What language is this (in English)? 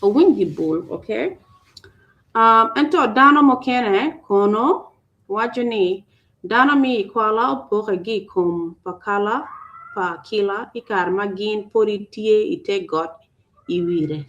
Acoli